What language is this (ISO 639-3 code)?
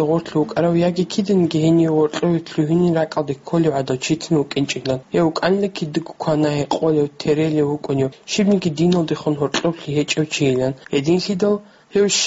ava